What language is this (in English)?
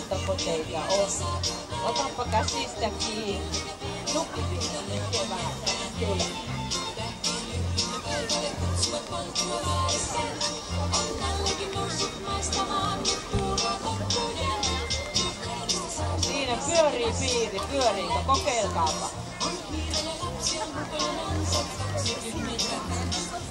Finnish